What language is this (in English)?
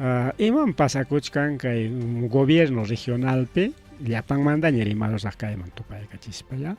Ayacucho Quechua